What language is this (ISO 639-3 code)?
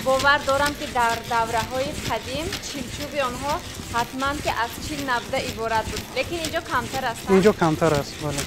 tgk